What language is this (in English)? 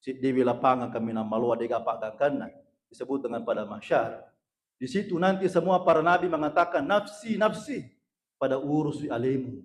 Buginese